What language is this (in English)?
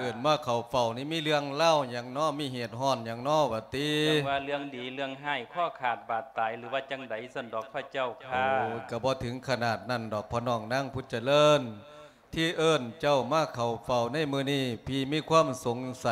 Lao